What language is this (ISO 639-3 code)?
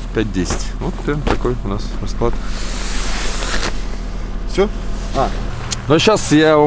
rus